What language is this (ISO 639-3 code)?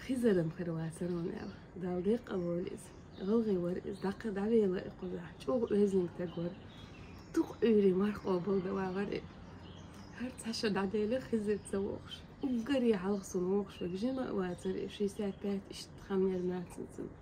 che